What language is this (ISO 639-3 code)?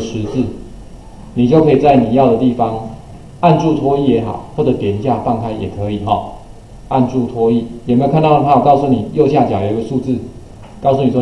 zho